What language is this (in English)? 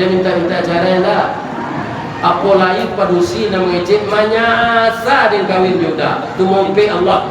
Minangkabau